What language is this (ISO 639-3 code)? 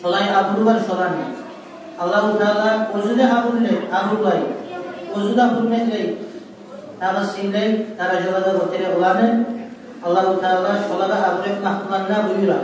kum